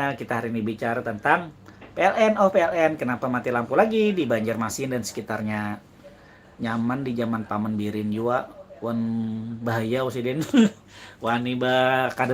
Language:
Banjar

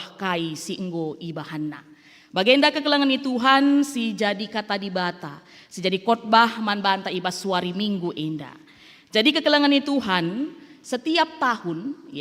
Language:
Batak Karo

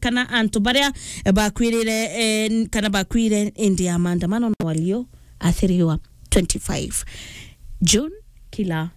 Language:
Meru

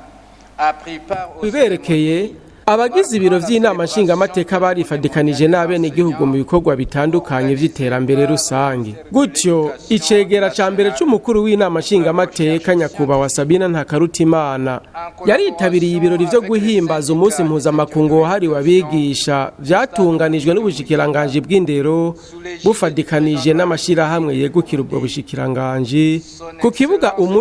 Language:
Rundi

